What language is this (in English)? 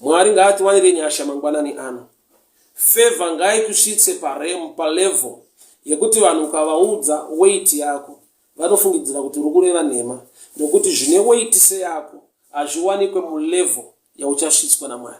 Shona